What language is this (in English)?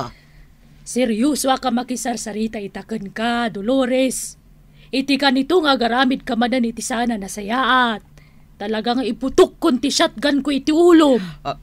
Iloko